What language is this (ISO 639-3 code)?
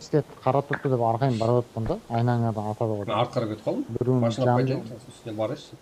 kaa